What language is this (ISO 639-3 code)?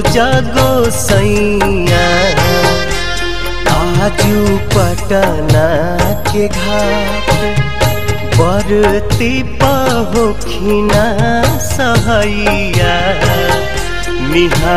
bho